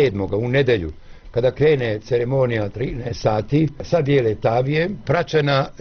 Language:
Bosnian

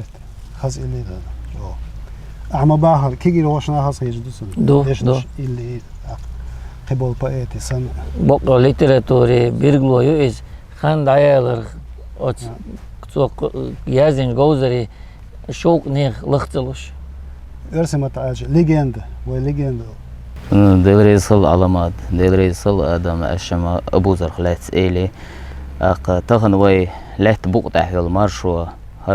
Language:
Chechen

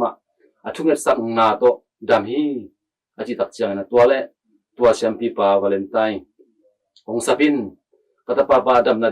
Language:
Tedim Chin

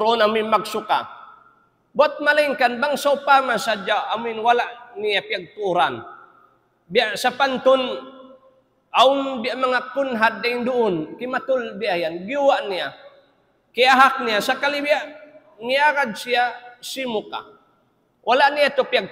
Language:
Tausug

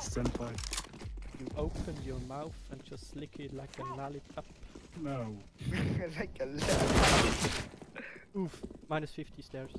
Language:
Swiss German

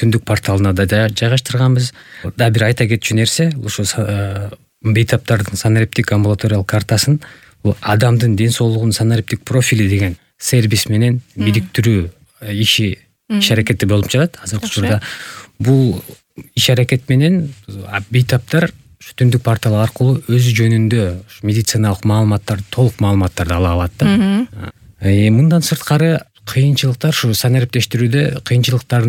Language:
Kyrgyz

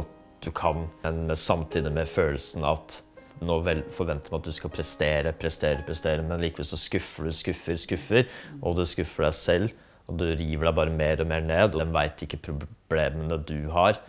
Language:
Norwegian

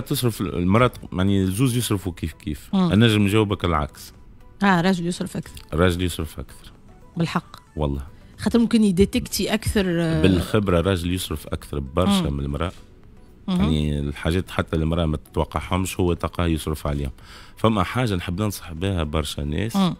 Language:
Tunisian Arabic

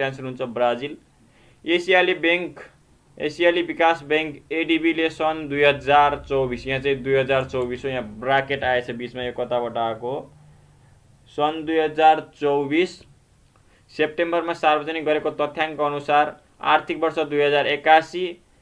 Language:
Nepali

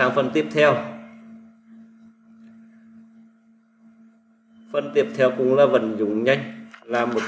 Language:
Vietnamese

